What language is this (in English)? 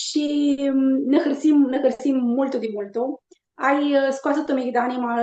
Aromanian